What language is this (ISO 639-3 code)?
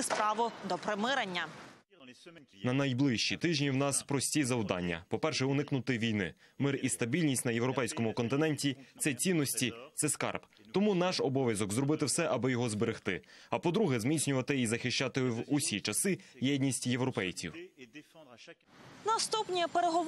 ukr